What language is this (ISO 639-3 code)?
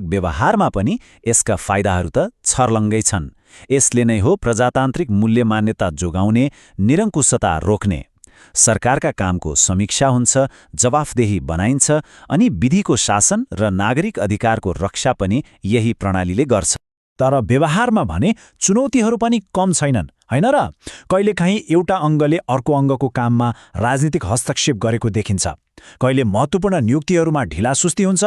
nep